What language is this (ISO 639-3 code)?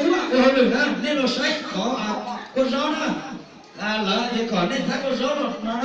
hmn